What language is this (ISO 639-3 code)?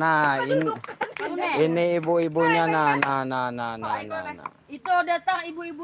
bjn